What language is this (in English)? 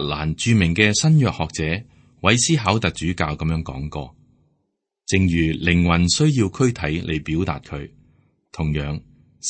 Cantonese